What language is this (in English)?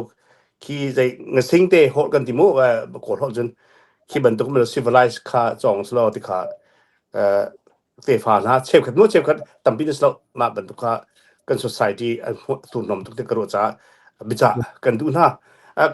Hakha Chin